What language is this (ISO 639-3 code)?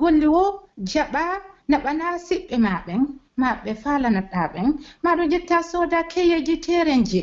fuf